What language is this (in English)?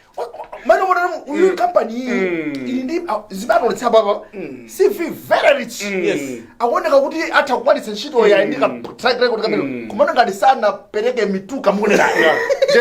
Nyanja